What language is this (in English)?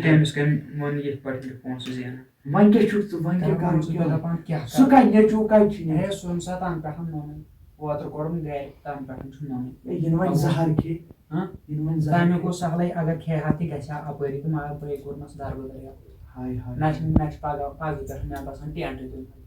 Kashmiri